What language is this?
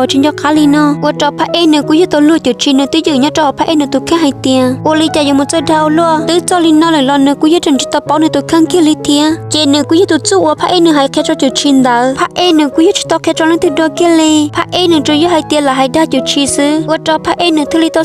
Hmong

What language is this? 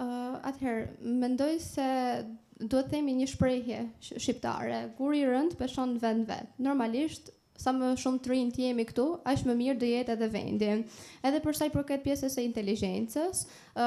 Albanian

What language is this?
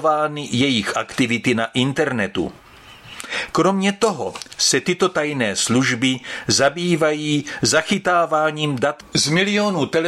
Czech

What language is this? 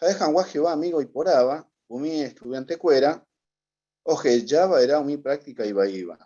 Guarani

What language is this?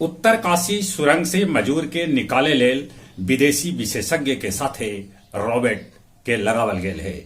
Magahi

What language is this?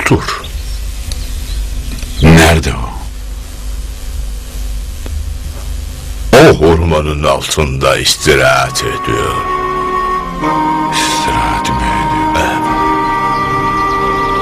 Turkish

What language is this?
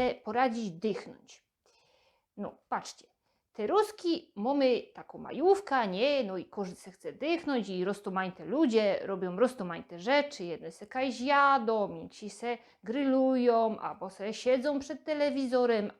Silesian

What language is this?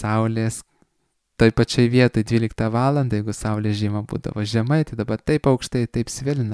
Lithuanian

